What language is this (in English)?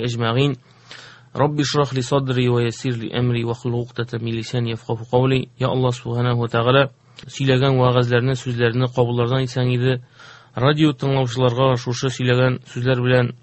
Tatar